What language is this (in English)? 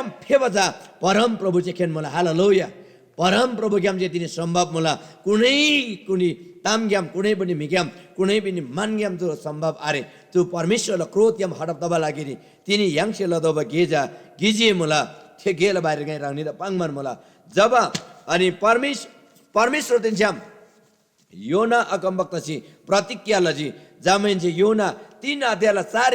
Eastern Tamang